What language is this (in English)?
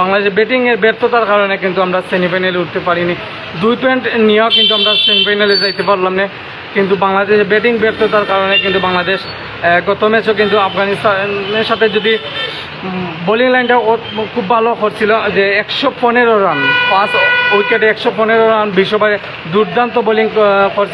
Bangla